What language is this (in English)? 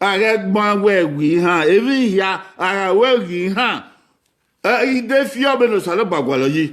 Bini